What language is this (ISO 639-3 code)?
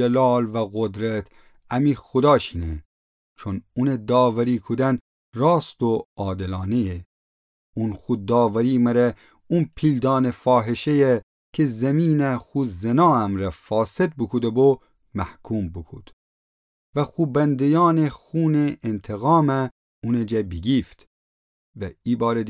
glk